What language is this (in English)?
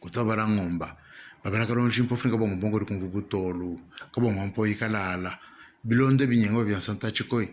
Luba-Lulua